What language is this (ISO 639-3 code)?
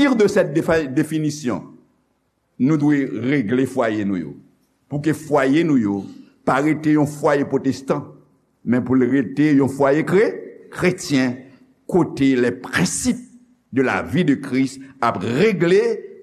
hat